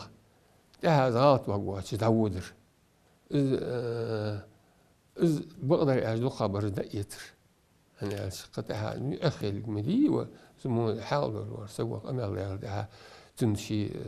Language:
Ingush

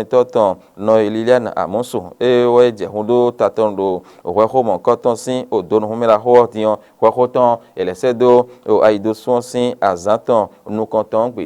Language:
Fon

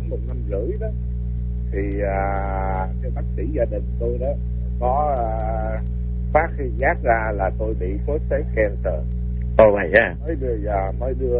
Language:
Vietnamese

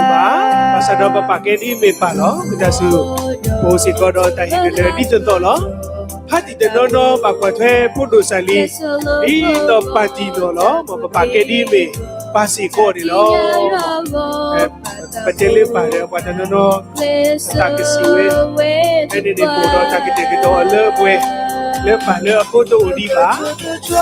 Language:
S'gaw Karen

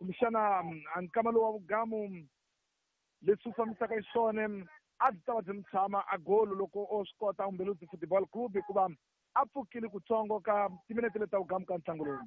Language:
Tsonga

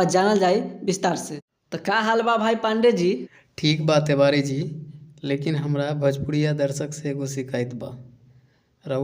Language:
Bhojpuri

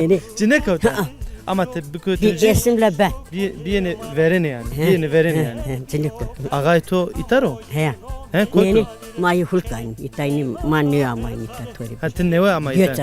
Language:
Zaza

